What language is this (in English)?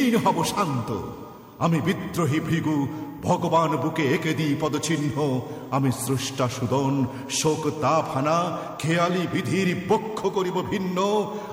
Bangla